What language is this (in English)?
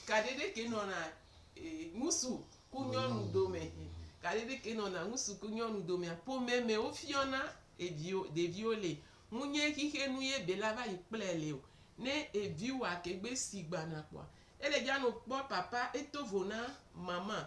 Gen